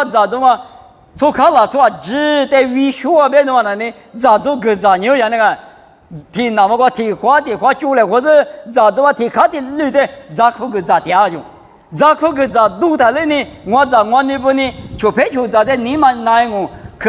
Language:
Lisu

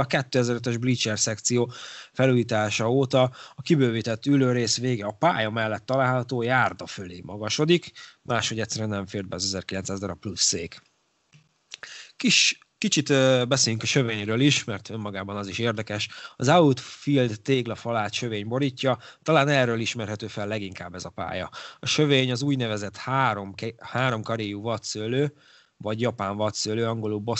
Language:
Hungarian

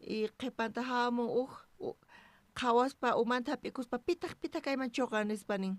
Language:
South Bolivian Quechua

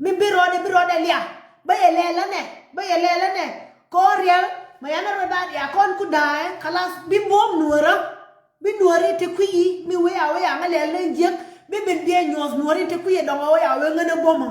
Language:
Nuer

